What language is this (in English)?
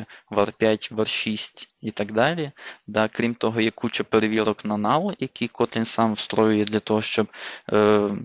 Ukrainian